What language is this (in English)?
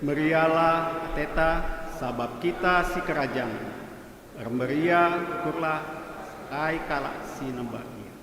Batak Karo